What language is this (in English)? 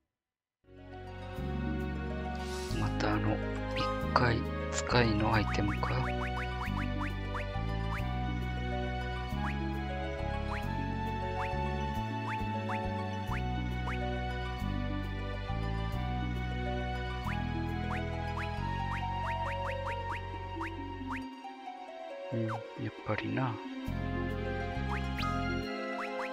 Japanese